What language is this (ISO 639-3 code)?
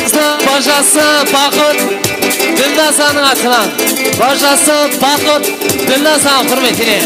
kaa